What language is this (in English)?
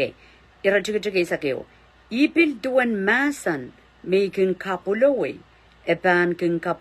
Pohnpeian